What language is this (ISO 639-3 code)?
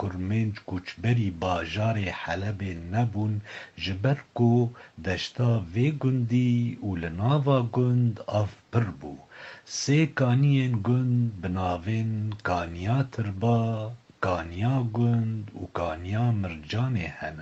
kur